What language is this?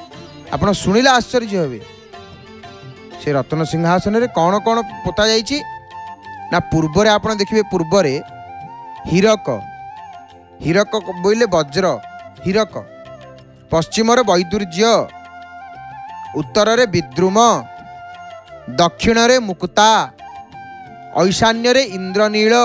Odia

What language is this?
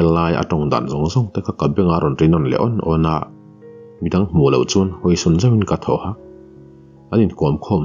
Mizo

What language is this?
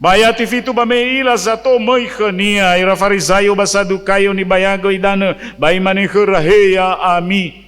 Nias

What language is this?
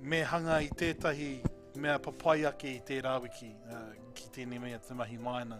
Māori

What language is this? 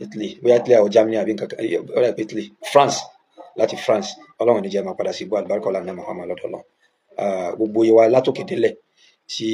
Yoruba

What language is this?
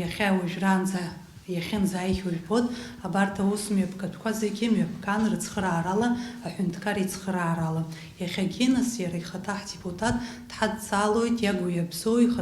Abkhazian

